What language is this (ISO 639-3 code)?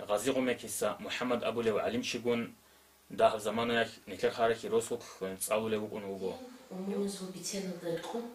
ava